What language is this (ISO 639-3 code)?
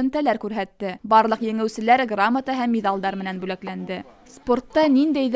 bak